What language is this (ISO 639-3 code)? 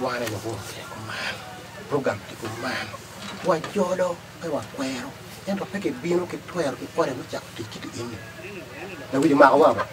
ach